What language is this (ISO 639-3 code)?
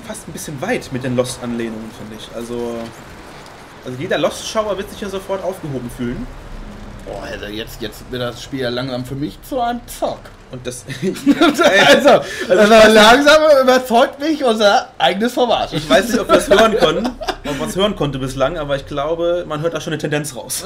deu